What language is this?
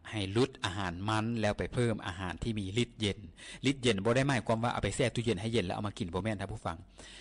Lao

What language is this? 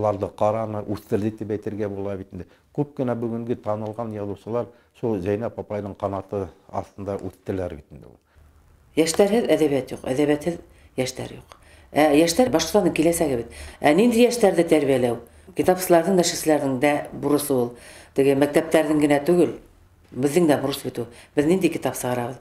Bashkir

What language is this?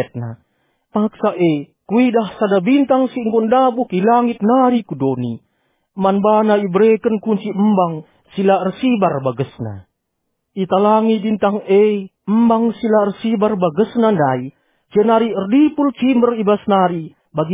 Batak Karo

